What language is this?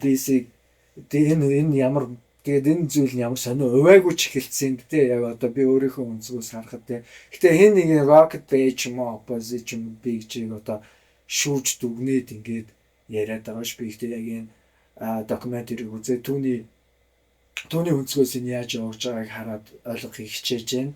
Mongolian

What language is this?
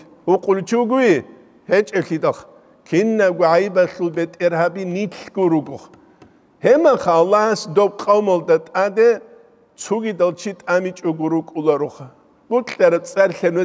Avaric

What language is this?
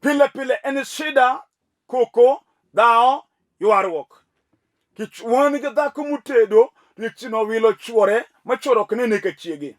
Luo (Kenya and Tanzania)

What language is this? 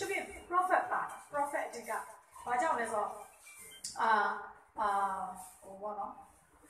Burmese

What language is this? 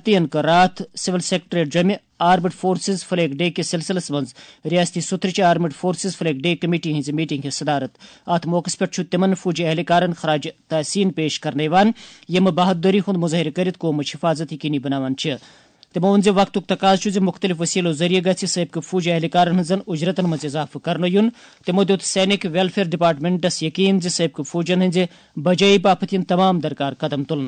Kashmiri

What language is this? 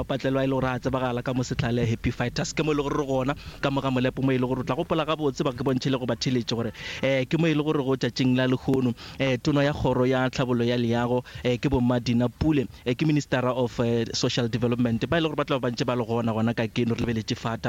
Northern Sotho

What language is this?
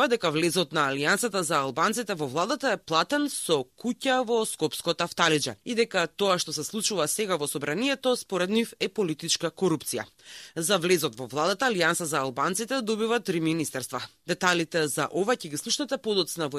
Macedonian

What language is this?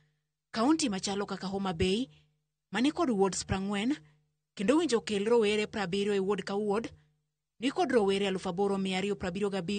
Luo (Kenya and Tanzania)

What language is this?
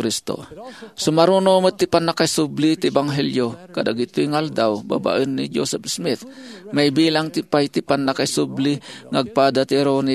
Iloko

